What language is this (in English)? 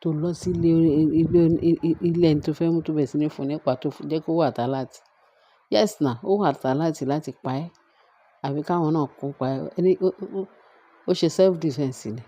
Yoruba